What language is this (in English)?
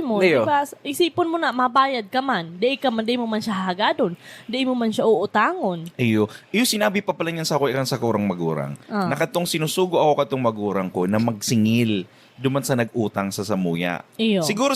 Bikol